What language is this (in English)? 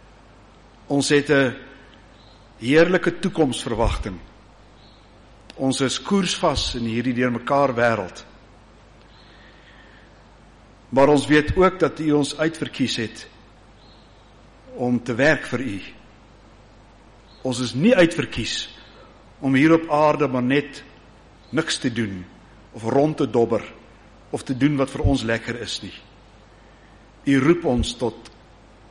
Afrikaans